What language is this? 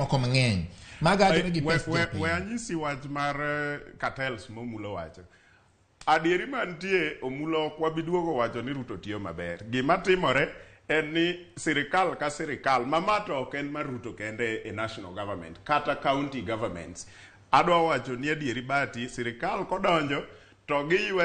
Luo (Kenya and Tanzania)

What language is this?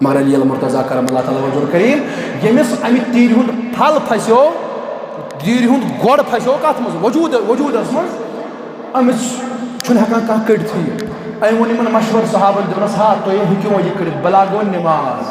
Kashmiri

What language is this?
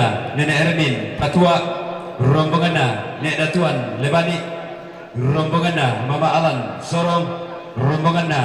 Toraja-Sa'dan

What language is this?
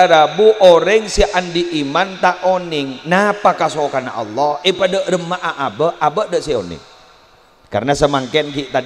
Madurese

